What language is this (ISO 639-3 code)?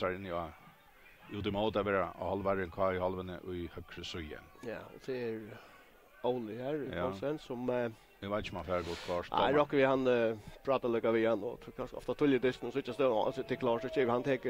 fao